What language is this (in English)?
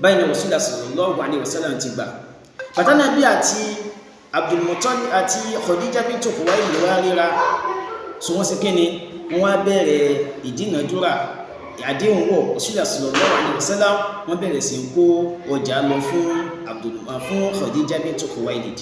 Yoruba